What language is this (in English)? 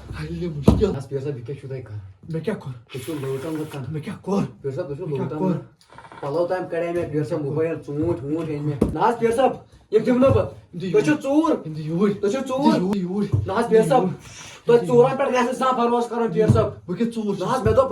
Kashmiri